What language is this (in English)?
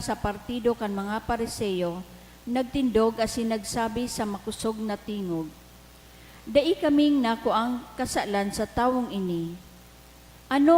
Bikol